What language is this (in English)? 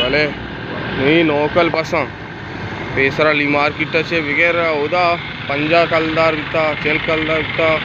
Baluchi